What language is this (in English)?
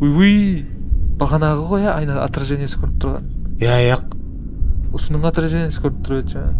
Kara-Kalpak